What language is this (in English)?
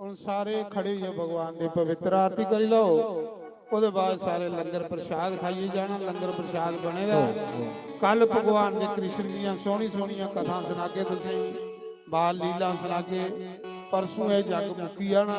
Dogri